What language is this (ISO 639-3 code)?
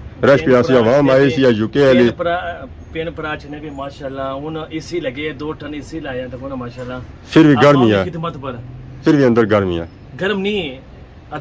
phr